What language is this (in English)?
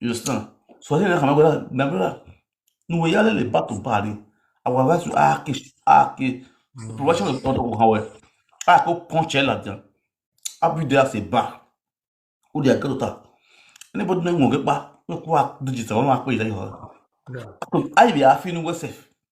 Nigerian Pidgin